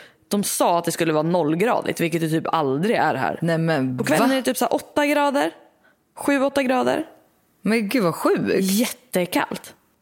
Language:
Swedish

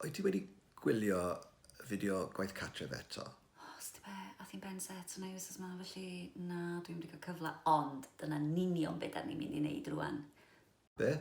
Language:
Welsh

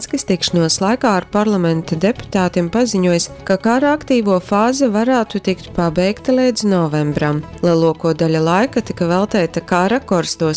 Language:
Latgalian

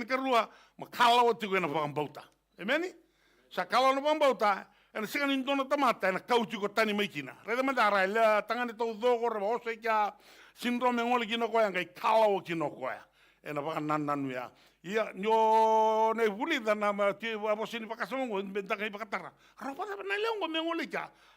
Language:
Fijian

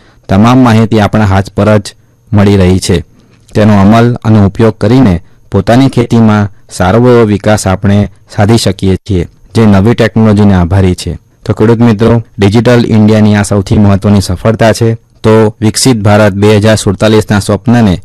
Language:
Gujarati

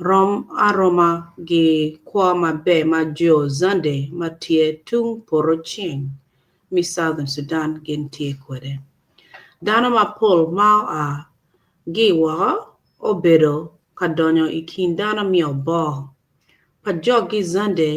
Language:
Acoli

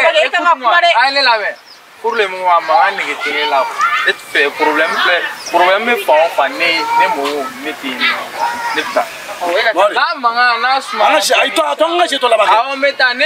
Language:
Bambara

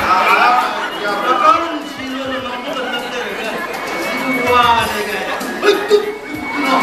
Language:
Manipuri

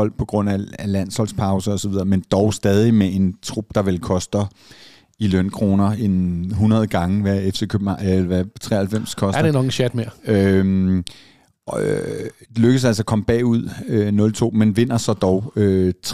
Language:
Danish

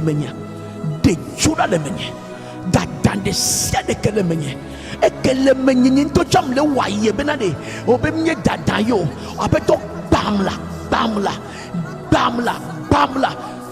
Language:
Ewe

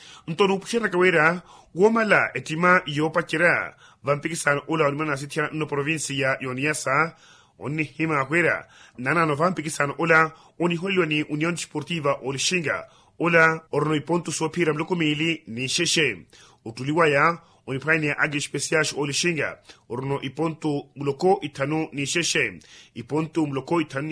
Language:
Makhuwa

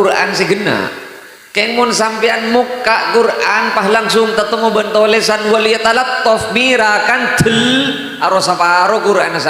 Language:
Madurese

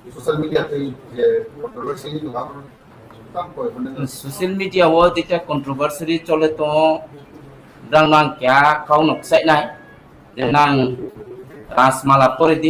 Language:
Kok Borok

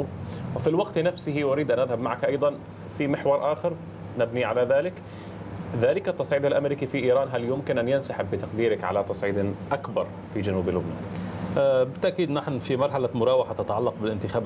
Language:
Arabic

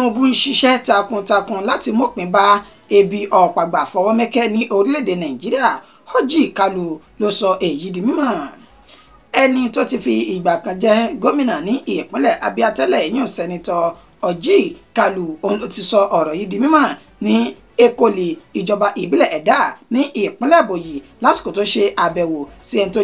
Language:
Yoruba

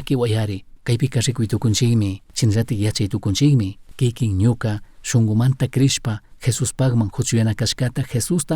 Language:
Chimborazo Highland Quichua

